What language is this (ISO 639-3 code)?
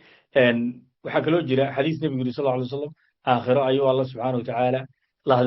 som